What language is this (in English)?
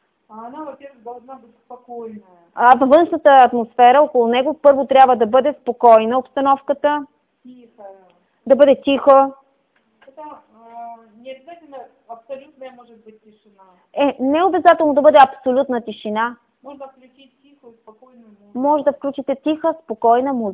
Bulgarian